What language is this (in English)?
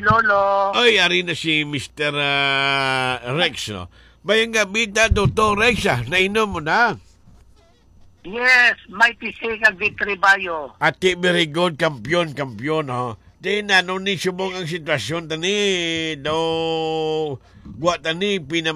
Hiligaynon